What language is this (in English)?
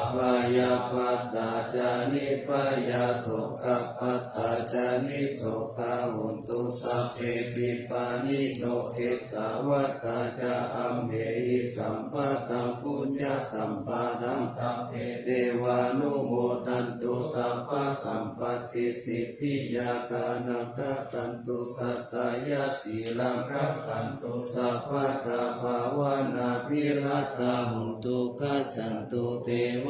Pali